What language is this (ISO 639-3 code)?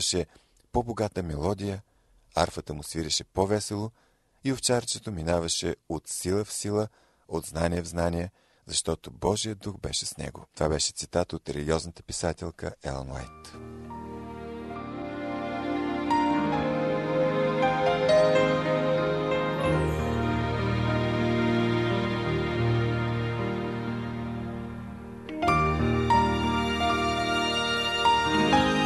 bul